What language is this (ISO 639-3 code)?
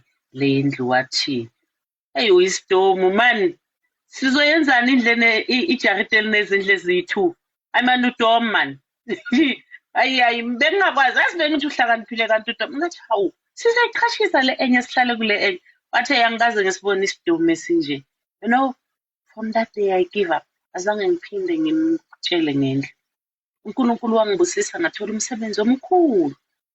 zul